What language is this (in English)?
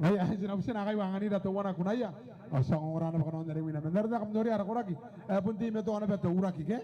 Gilbertese